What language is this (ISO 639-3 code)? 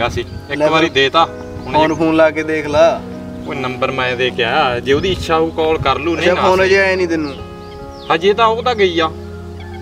pan